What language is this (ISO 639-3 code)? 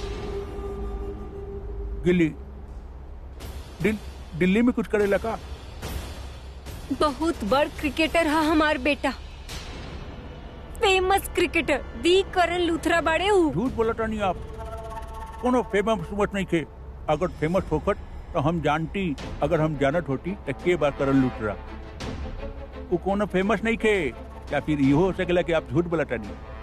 bho